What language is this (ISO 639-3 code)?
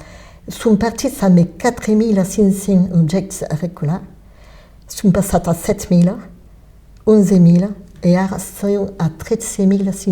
oci